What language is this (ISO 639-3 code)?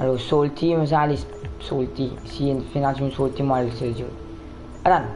mfe